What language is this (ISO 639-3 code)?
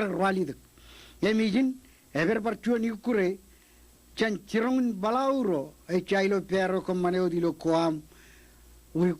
mah